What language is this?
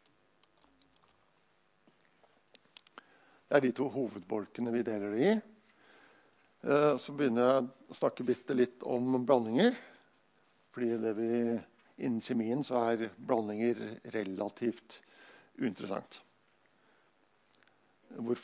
Norwegian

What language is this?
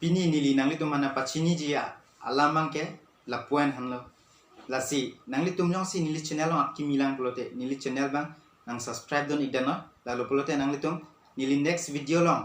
Karbi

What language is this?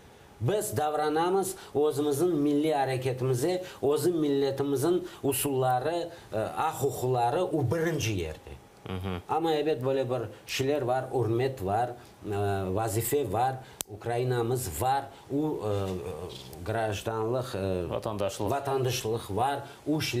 Crimean Tatar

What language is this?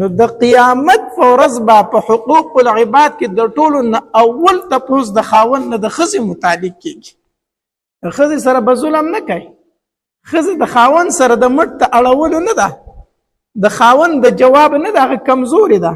Pashto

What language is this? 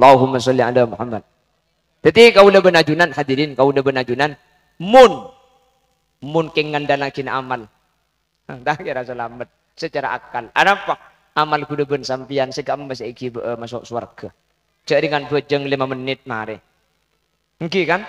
Madurese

